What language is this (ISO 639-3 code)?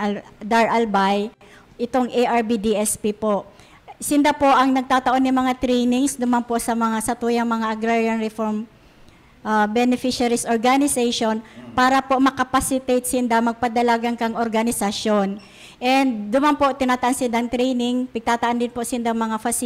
bik